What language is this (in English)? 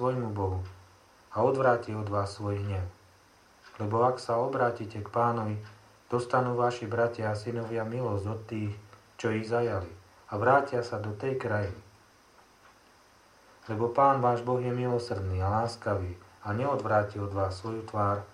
Slovak